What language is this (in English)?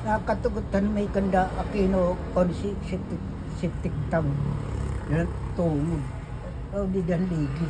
Waray